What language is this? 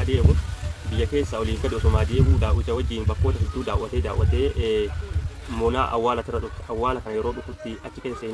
Oromo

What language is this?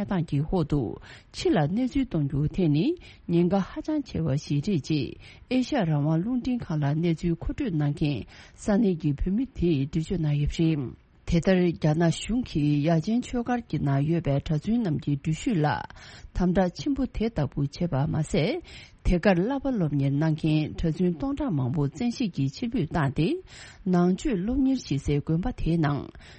Tibetan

